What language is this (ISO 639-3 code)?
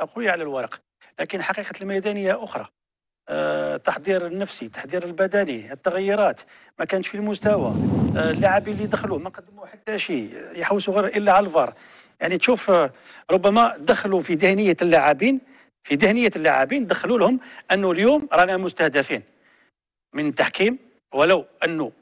arq